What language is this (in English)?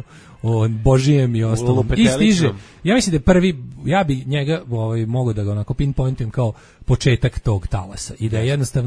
Serbian